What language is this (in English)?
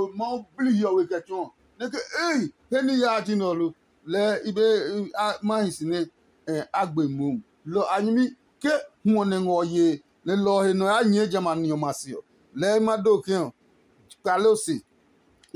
Adangme